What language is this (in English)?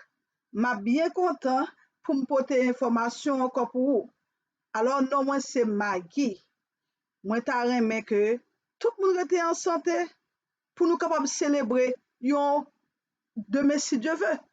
Haitian Creole